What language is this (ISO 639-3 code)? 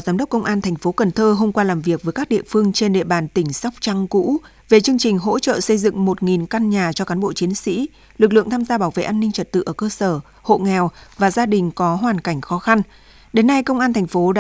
vie